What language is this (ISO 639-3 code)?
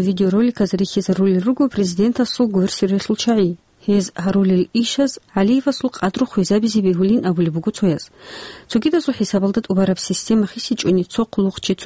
ava